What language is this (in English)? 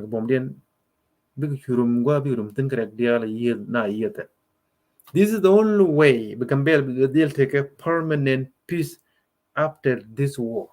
Nuer